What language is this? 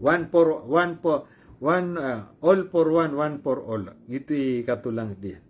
Maranao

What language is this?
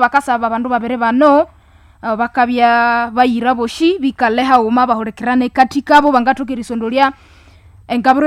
Nande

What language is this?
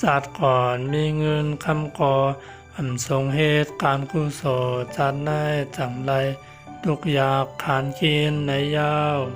Shan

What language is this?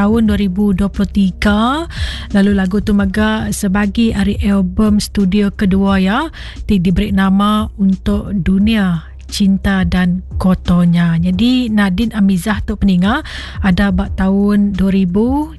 Iban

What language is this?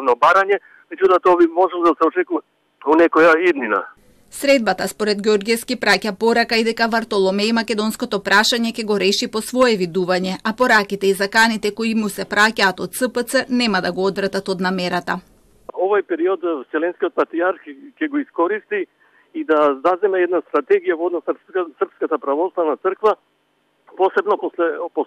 Macedonian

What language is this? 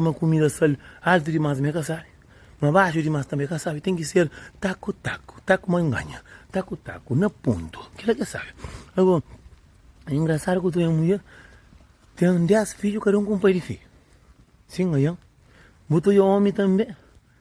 Kabuverdianu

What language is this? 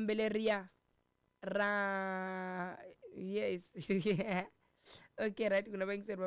Tsonga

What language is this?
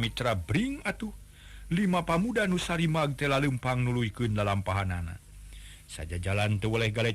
Sundanese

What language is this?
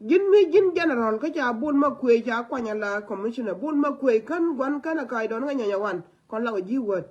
Nuer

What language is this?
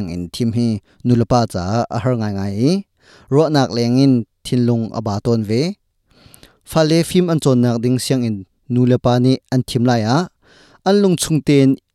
Hakha Chin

